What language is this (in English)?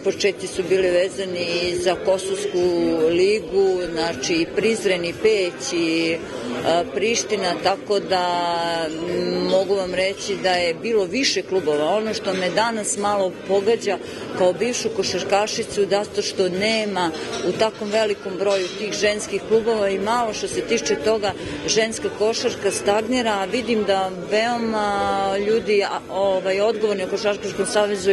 Serbian